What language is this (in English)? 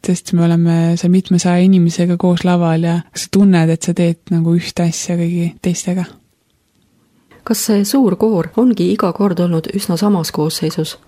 Estonian